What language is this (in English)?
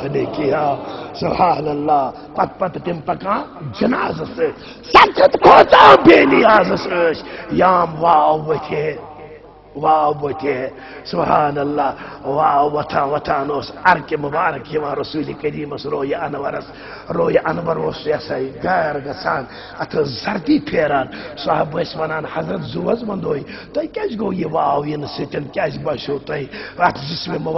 Kashmiri